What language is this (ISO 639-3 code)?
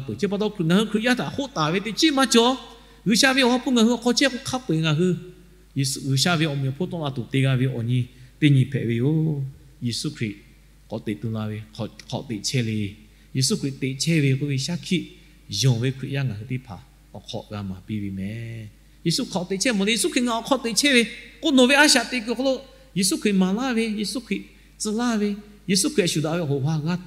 lhu